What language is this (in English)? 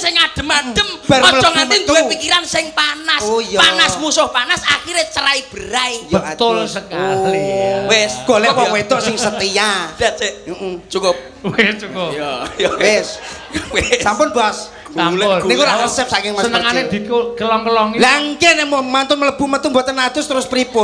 Javanese